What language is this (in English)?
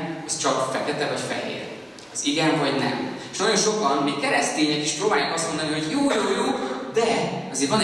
Hungarian